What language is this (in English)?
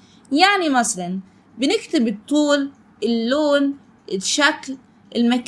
Egyptian Arabic